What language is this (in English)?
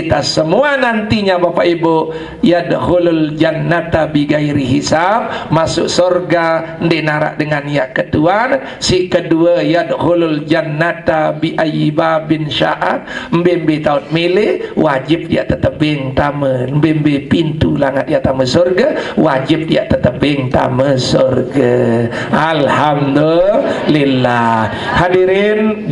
Sasak